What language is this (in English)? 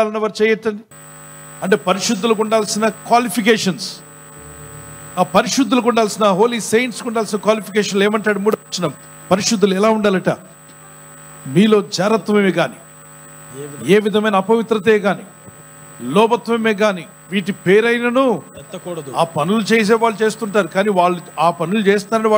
Telugu